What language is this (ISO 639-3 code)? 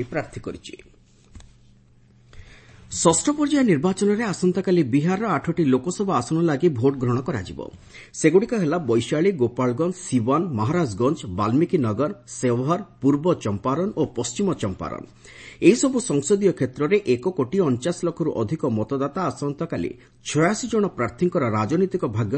ori